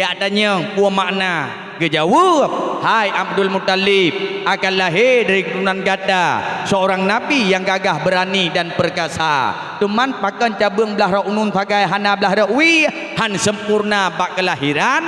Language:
Achinese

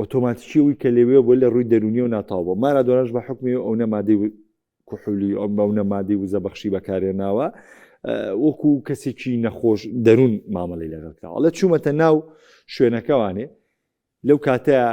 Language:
Central Kurdish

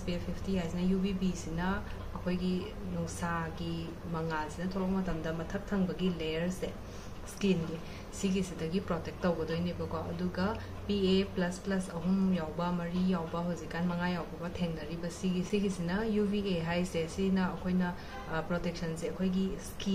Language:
Manipuri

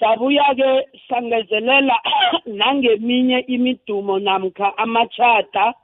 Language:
South Ndebele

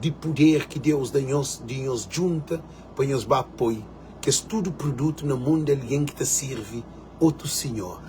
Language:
Kabuverdianu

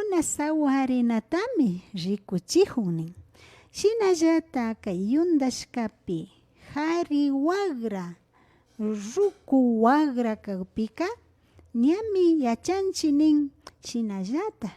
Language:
Imbabura Highland Quichua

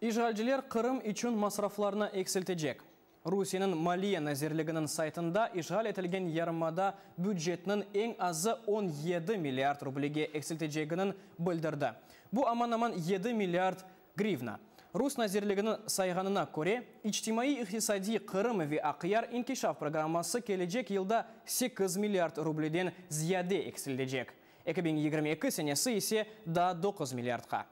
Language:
Crimean Tatar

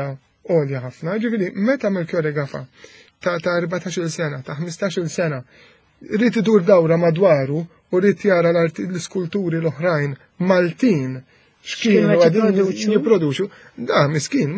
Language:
Maltese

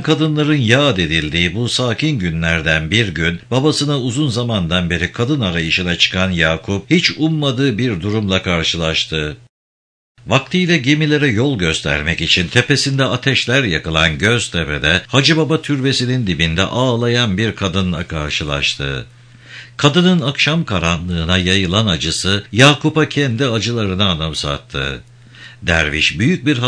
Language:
Turkish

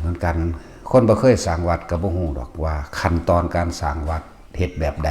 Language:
Northeastern Thai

